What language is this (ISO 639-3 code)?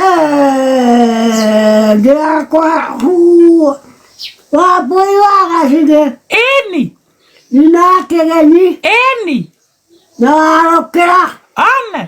kik